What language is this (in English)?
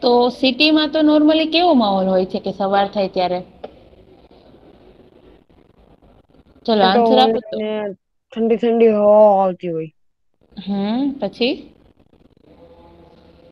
Gujarati